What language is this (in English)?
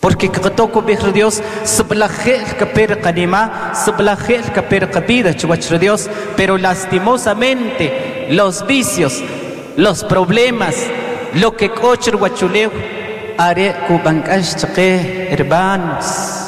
Kaqchikel